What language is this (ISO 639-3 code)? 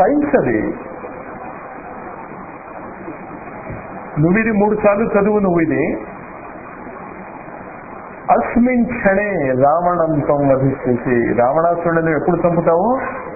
tel